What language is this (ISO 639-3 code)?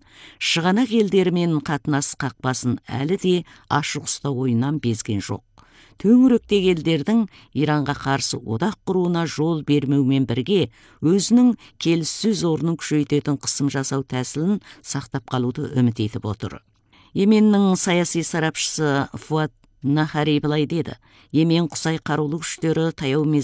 kaz